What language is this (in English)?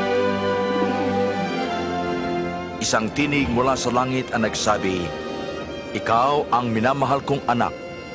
Filipino